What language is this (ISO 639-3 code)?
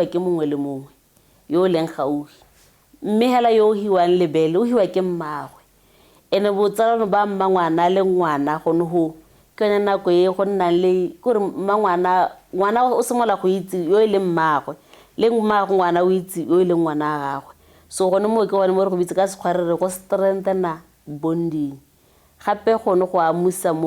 tsn